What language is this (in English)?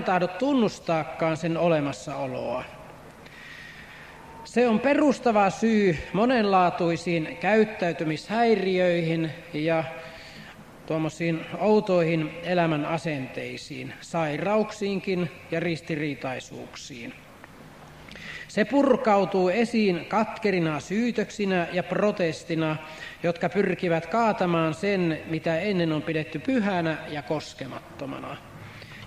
Finnish